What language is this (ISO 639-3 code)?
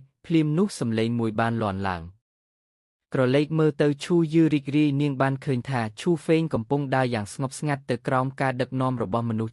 khm